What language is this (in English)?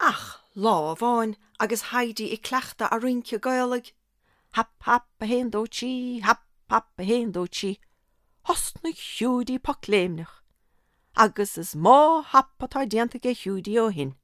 Irish